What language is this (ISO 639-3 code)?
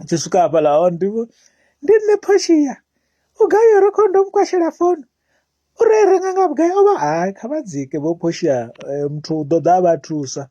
ven